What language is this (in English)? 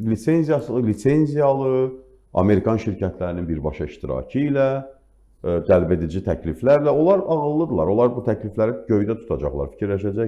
Azerbaijani